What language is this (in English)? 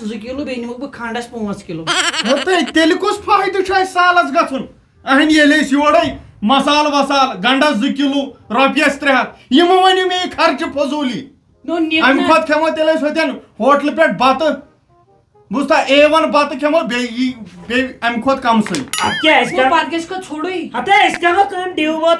Kashmiri